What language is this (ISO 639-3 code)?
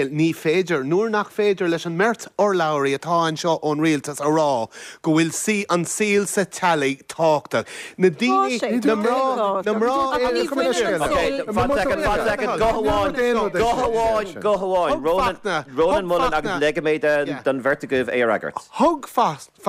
gle